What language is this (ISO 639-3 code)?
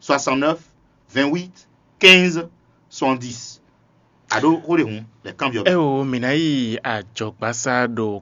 fon